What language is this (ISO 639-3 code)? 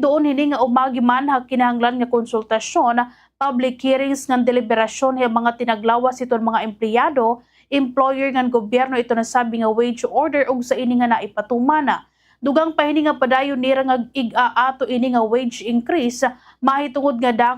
war